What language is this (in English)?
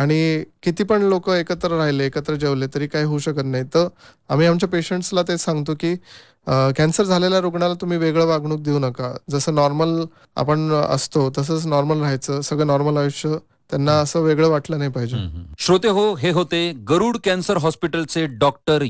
Marathi